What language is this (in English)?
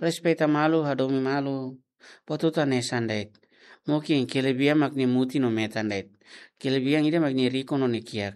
Tetum